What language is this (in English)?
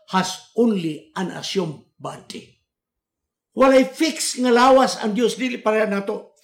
Cebuano